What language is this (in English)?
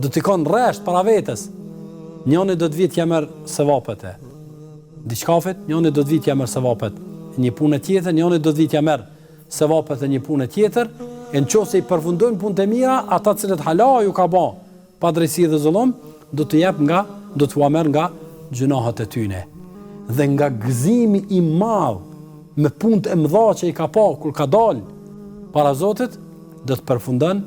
Albanian